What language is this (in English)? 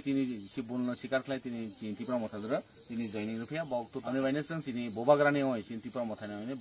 Kok Borok